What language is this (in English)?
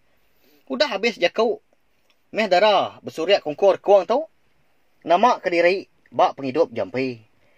Iban